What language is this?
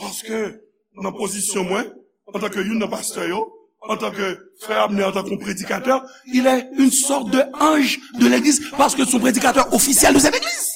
Haitian Creole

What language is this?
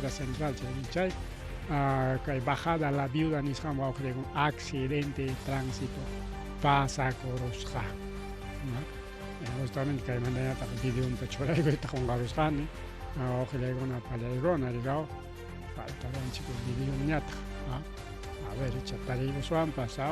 Ayacucho Quechua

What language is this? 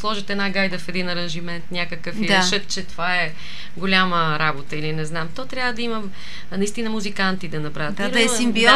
Bulgarian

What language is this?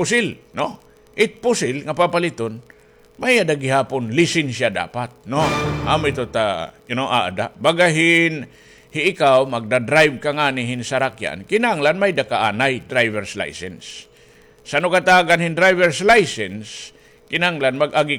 Waray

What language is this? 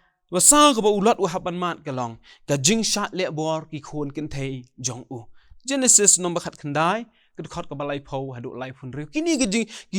Khasi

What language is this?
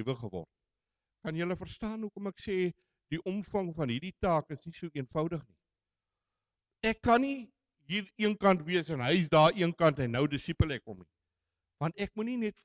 Afrikaans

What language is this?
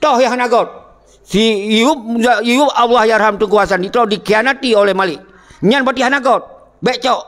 Achinese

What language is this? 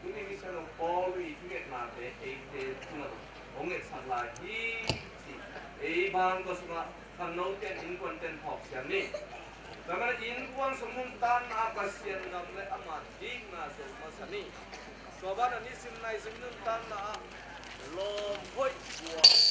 Tedim Chin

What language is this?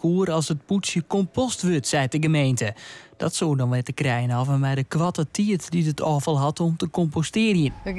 Western Frisian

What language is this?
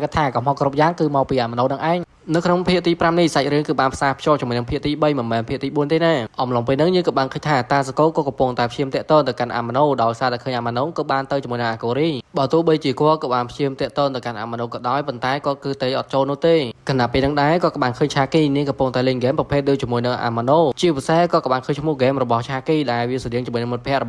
Khmer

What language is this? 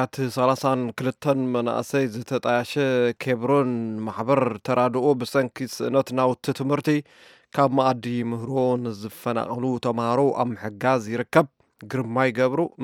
Tigrinya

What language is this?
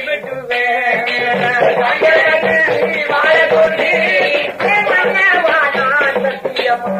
Tamil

